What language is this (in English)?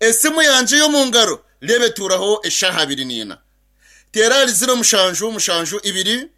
Nyankole